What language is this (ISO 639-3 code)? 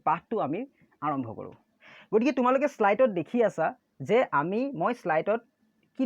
asm